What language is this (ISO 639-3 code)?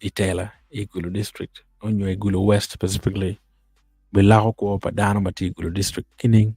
ach